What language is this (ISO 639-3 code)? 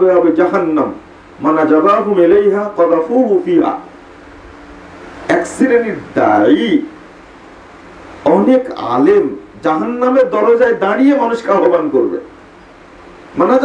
ben